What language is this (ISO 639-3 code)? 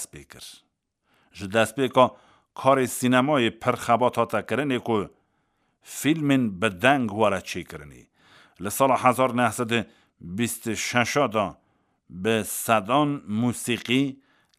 kur